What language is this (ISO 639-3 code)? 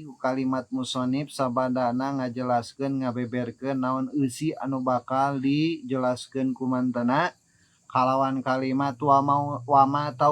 sun